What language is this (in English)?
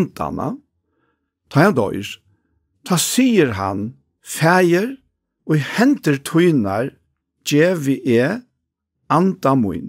Faroese